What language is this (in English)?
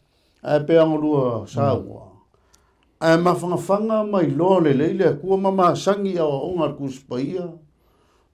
Samoan